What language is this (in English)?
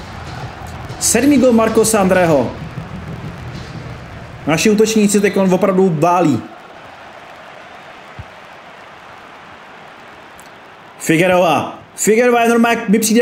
Czech